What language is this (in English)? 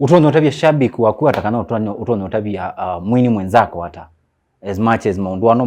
Kamba